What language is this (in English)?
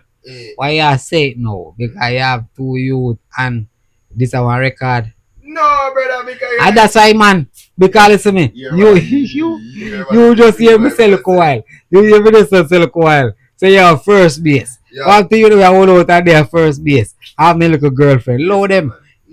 Jamaican Creole English